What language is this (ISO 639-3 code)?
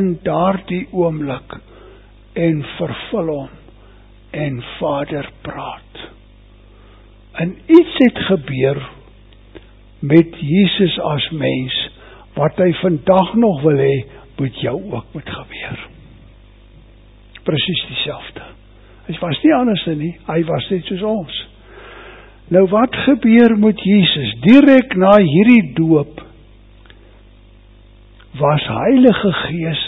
afr